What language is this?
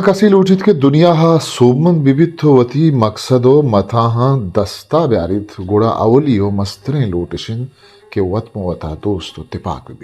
Baluchi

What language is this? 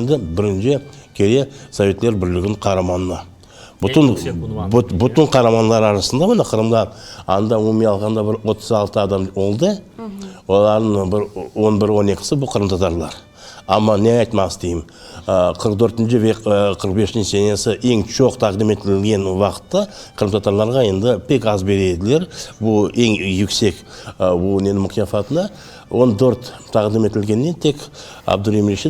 Crimean Tatar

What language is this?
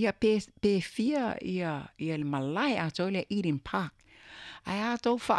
Samoan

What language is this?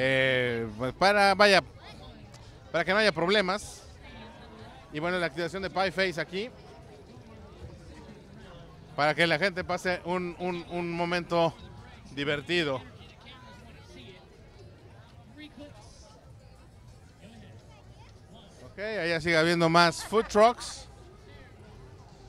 Spanish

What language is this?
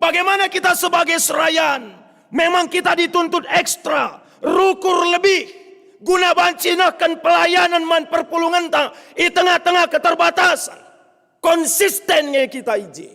Batak Karo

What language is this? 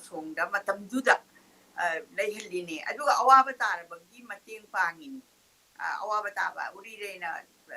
Manipuri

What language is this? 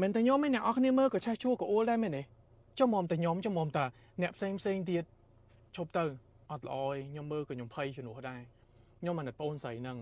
Khmer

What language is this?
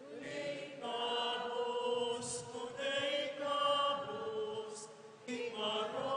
Pampanga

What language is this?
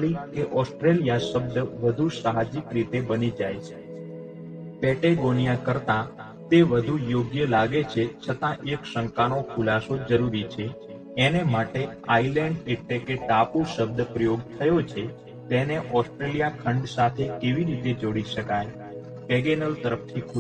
Gujarati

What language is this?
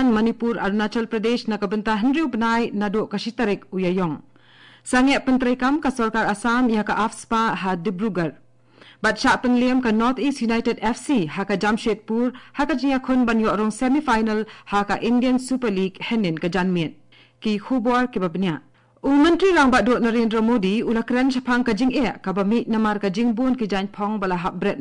Khasi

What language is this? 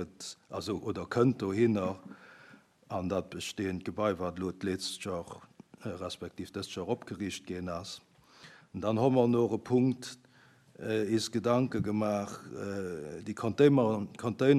Luxembourgish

